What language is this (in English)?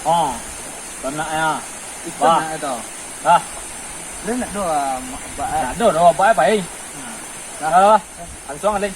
Minangkabau